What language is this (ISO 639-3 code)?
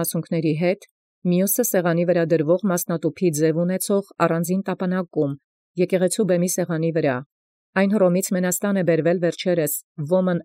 hye